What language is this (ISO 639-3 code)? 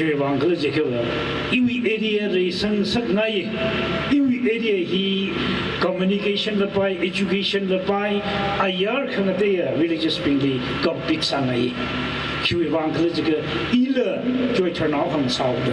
nmf